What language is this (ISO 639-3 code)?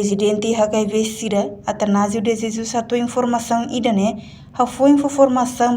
tet